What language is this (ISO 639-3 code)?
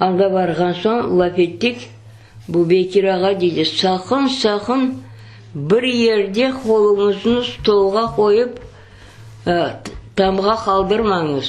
crh